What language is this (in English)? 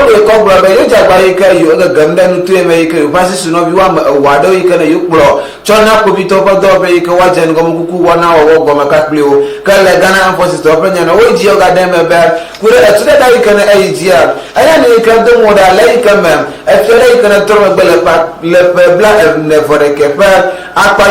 Ewe